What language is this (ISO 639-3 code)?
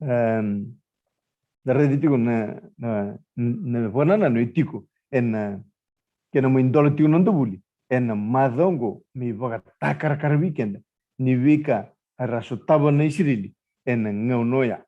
fij